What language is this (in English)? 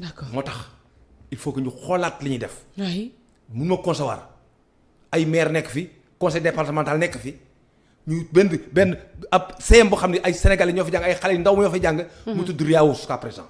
Wolof